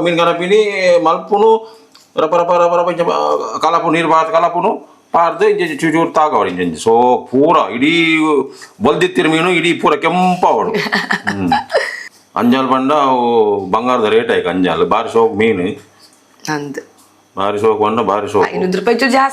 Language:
Tulu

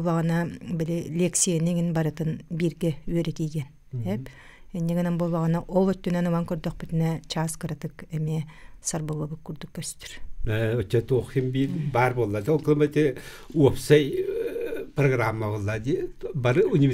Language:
Yakut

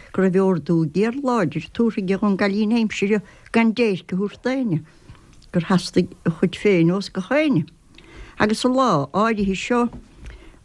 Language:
Irish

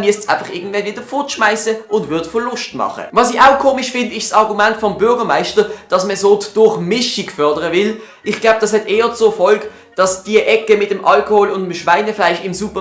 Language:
Swiss German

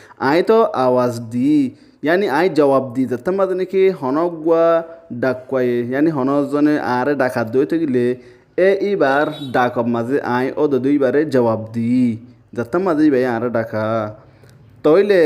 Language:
Rohingya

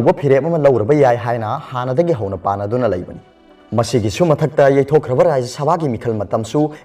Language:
Manipuri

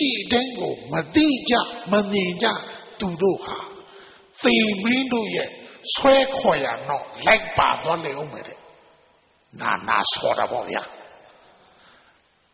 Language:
Burmese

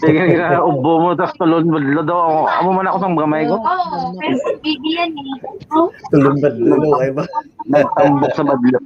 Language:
Hiligaynon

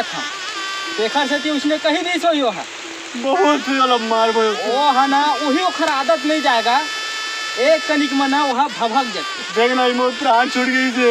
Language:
Chhattisgarhi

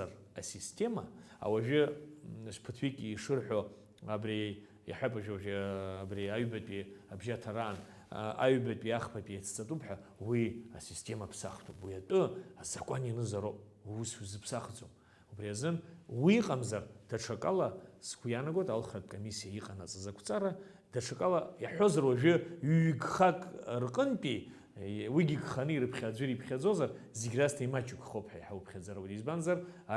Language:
Abkhazian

